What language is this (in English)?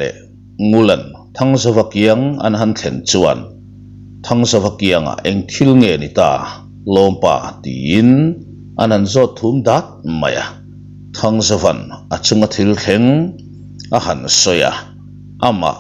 Mizo